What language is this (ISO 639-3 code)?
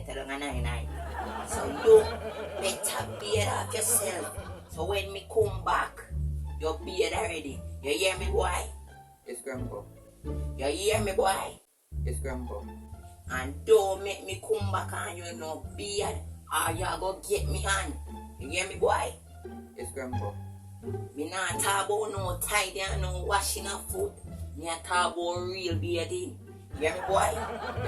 jam